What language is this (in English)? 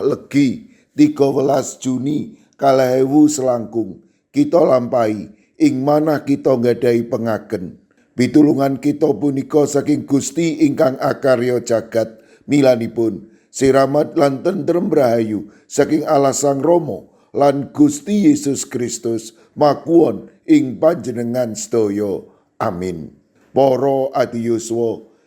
Javanese